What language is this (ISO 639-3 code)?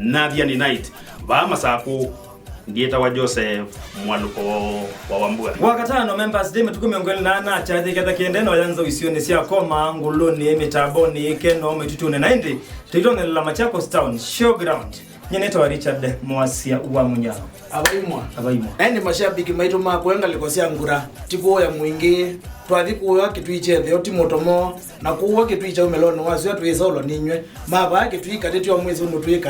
kam